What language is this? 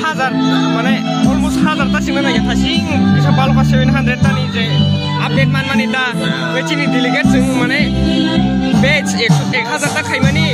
Kok Borok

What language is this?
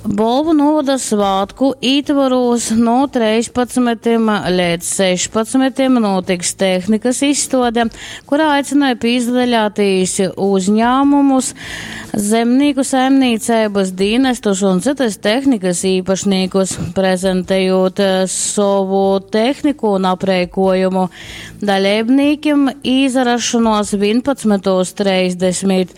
Latgalian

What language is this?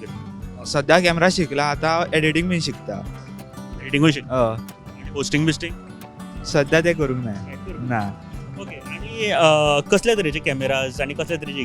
Konkani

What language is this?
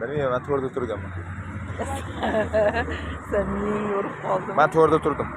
Uzbek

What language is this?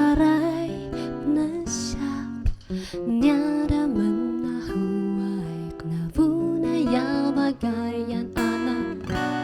Atayal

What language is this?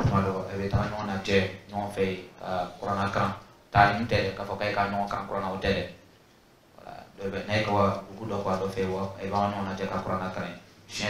Dyula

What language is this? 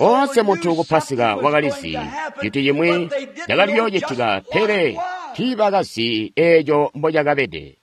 Tonga (Zambia)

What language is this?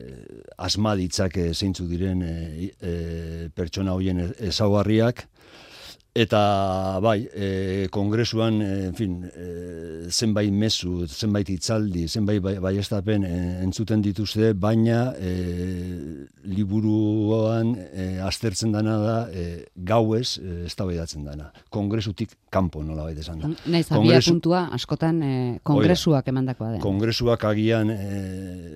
Basque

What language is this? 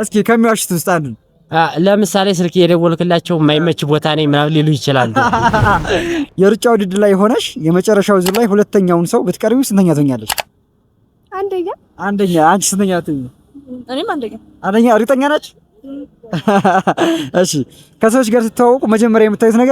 Amharic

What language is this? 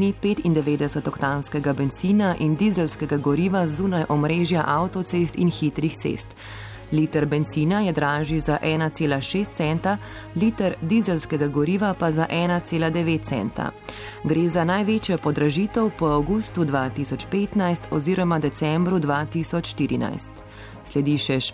Slovenian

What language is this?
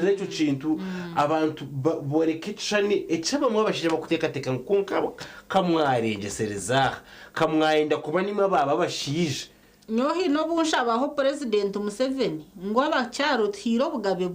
Nyankole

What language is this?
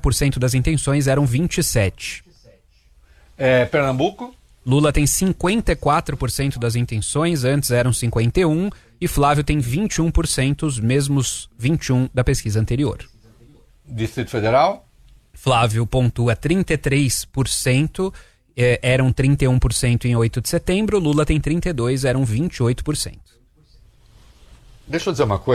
Portuguese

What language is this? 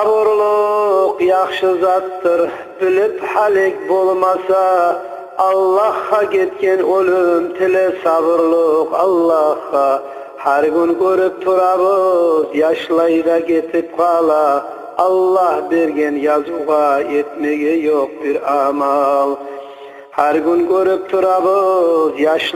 Kumyk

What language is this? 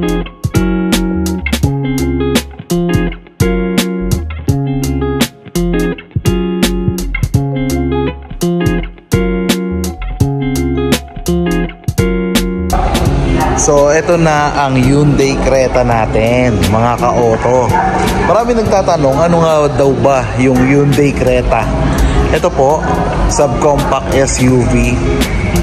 Filipino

